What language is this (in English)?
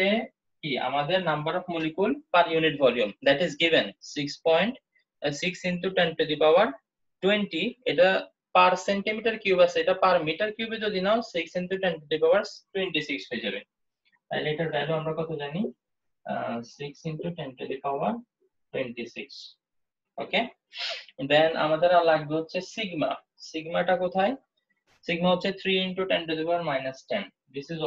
Bangla